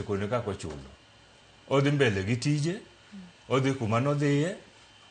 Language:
Luo (Kenya and Tanzania)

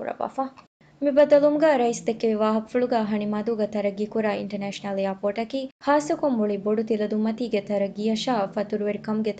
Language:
Divehi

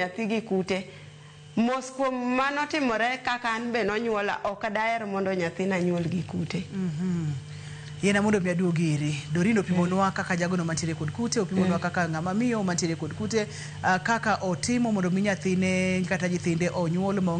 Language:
Luo (Kenya and Tanzania)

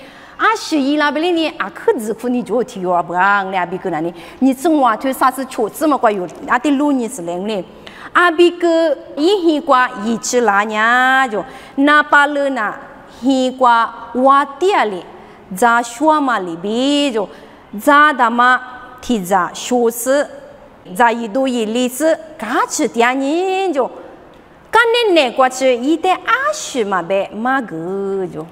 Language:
Lisu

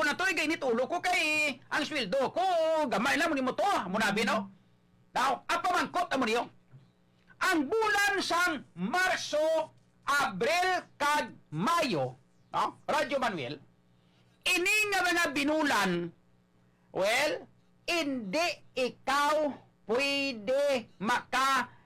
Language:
Hiligaynon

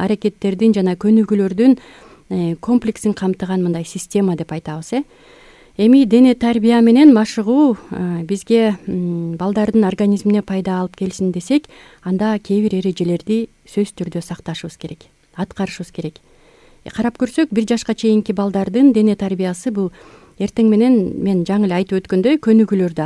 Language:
Kyrgyz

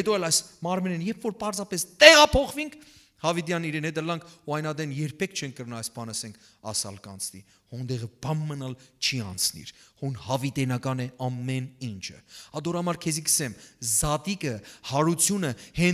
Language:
Western Armenian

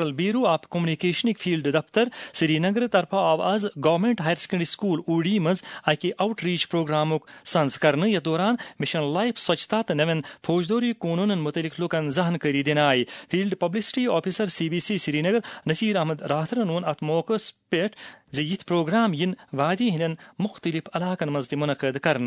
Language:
Kashmiri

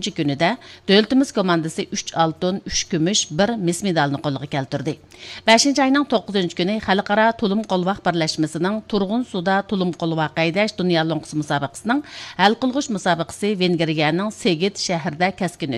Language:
Uyghur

